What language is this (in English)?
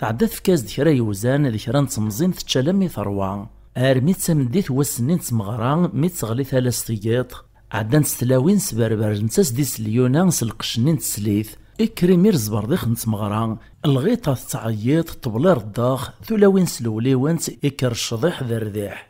Kabyle